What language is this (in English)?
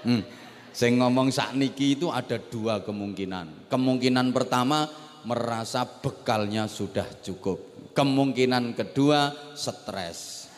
Javanese